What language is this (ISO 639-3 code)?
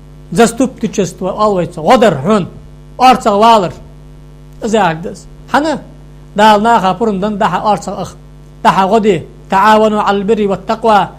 inh